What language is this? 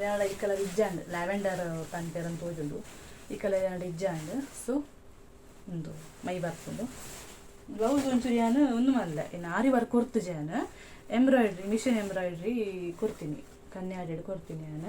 Tulu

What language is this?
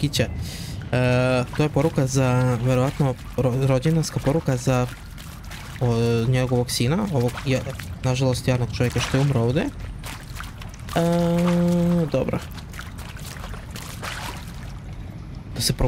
Croatian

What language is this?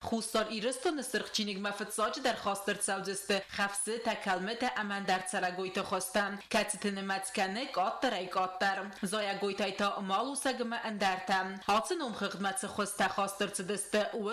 Ossetic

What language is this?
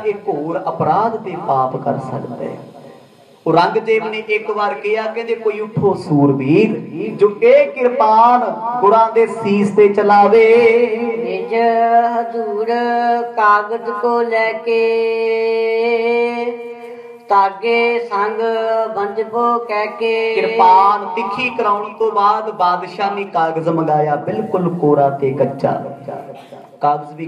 Punjabi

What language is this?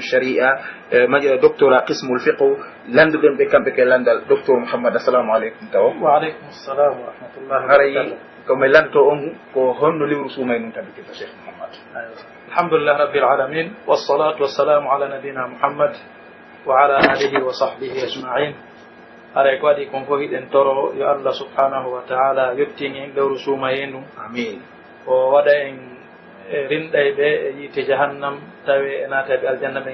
Pular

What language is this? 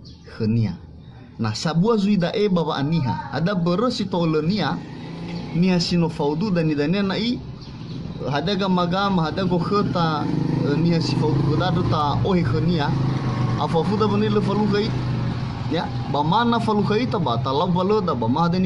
Nias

